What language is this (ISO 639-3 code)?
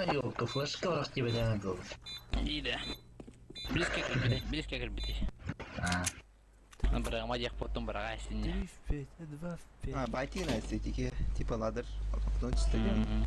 sah